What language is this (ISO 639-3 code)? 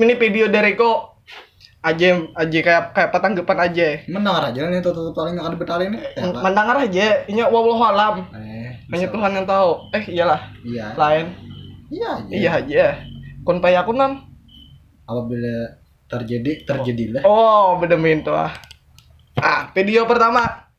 bjn